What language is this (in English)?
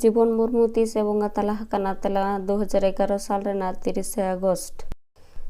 Santali